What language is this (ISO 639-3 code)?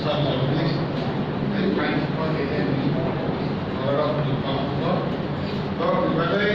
trp